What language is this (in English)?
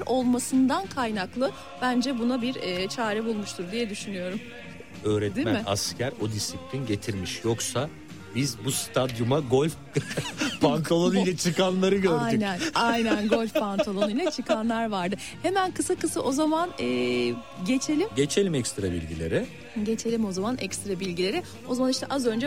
Turkish